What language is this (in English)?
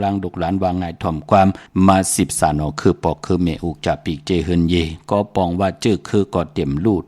Shan